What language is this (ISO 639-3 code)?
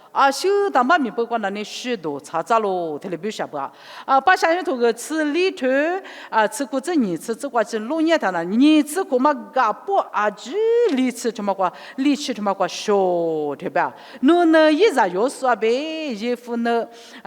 lis